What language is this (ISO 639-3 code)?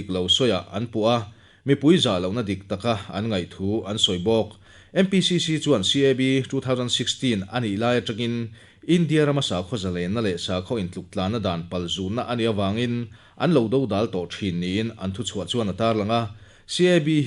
lus